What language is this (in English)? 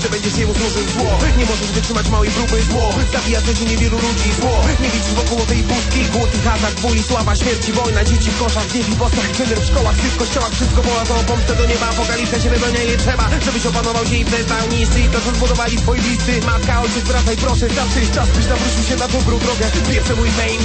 Polish